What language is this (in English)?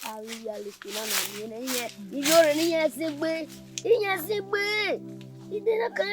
Bini